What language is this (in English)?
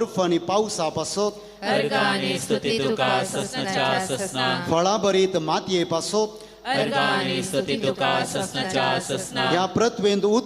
Konkani